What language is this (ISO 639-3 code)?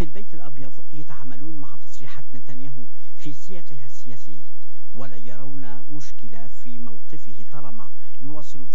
ara